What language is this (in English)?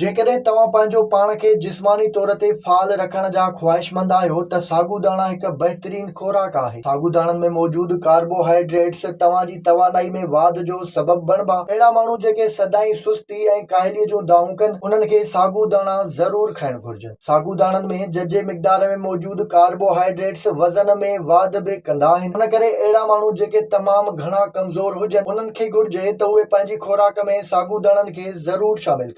Sindhi